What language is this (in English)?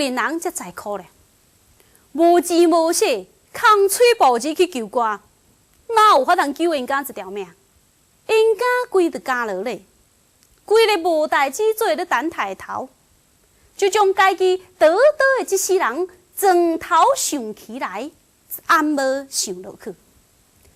Min Nan Chinese